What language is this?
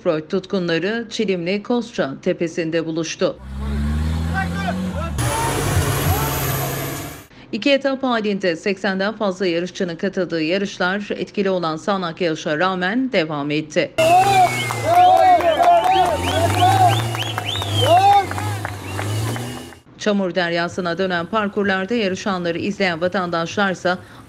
Turkish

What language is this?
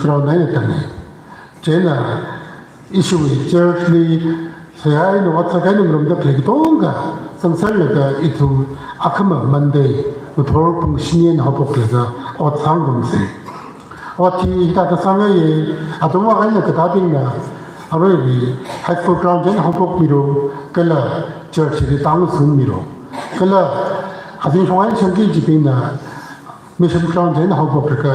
Tangkhul Naga (India)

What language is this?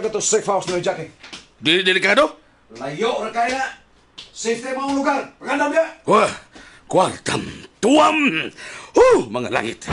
Cebuano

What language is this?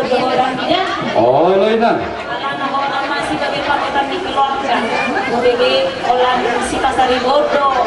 Batak Toba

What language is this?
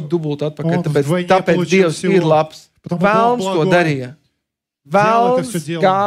Latvian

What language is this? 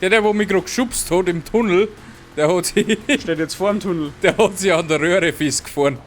Bavarian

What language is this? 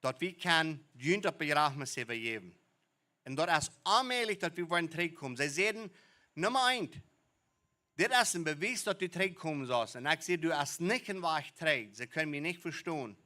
Plautdietsch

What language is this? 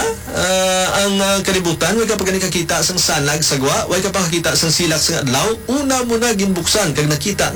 Hiligaynon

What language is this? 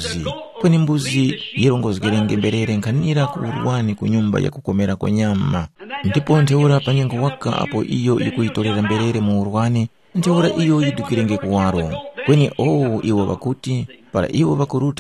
Tumbuka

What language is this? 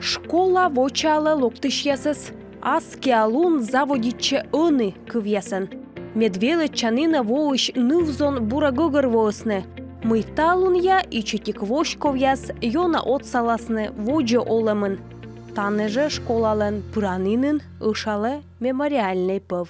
Komi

